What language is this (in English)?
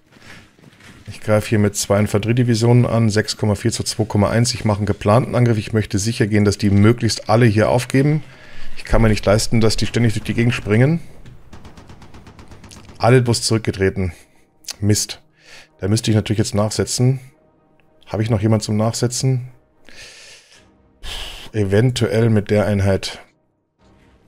German